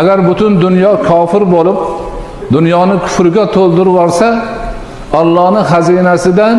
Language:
Uzbek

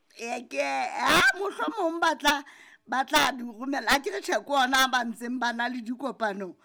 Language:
Southern Sotho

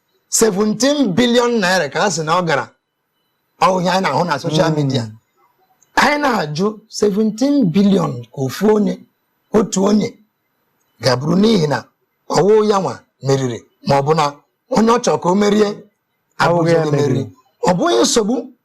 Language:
Igbo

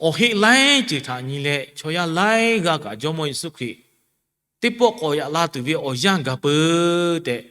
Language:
Lahu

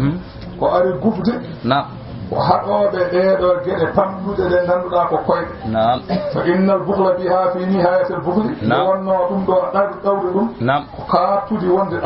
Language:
Fula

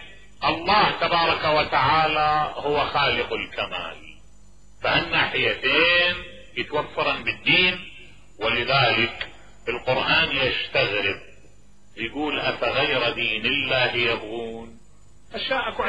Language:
Mesopotamian Arabic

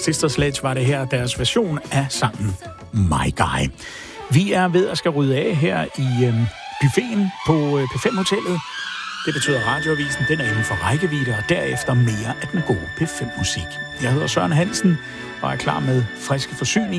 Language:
Danish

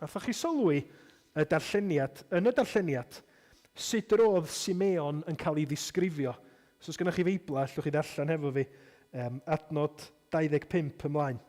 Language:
Welsh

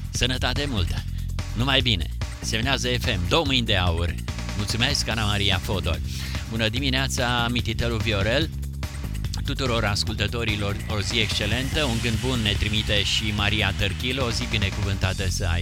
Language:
Romanian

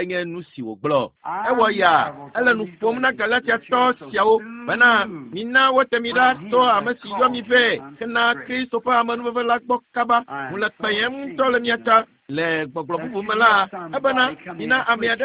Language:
Ewe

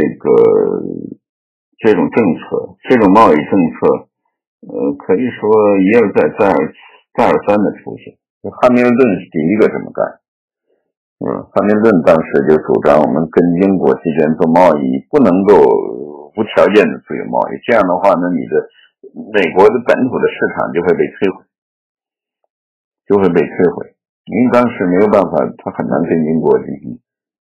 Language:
Chinese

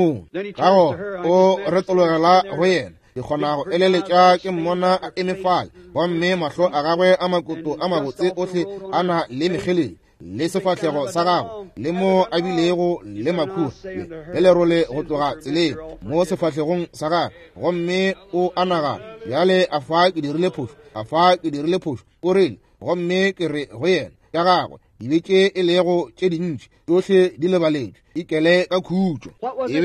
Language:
Northern Sotho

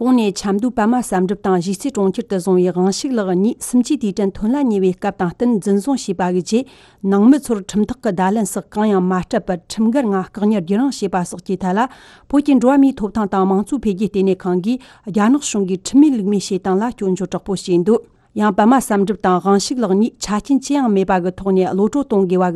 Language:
Tibetan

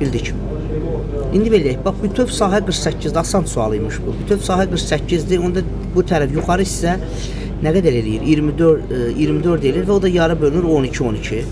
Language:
Azerbaijani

